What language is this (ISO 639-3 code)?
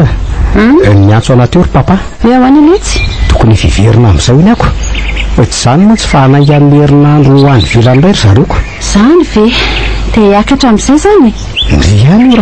mlg